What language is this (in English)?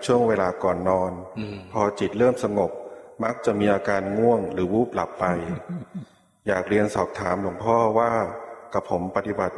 Thai